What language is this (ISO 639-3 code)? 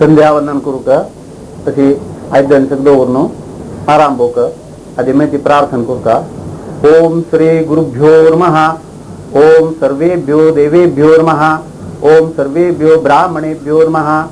kok